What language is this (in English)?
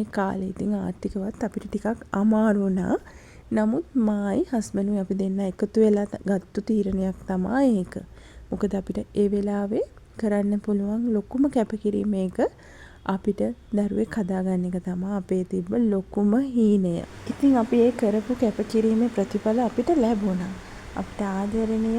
Sinhala